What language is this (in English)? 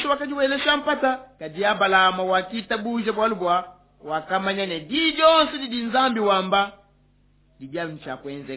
Luba-Lulua